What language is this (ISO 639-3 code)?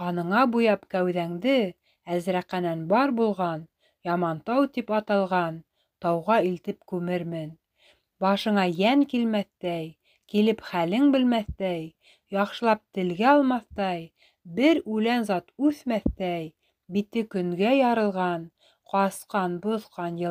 bak